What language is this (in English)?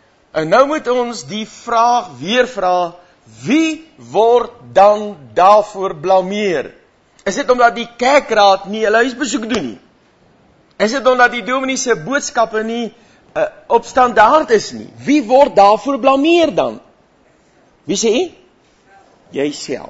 Afrikaans